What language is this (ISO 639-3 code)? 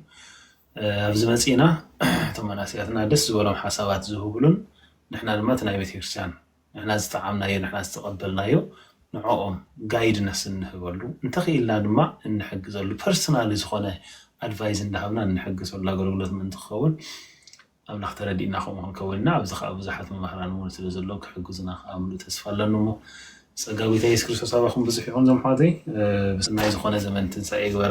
tir